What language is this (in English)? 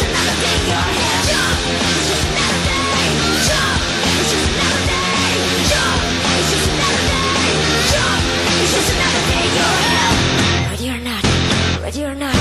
Korean